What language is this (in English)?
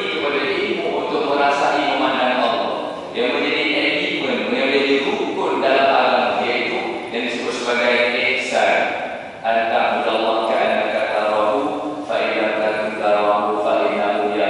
Malay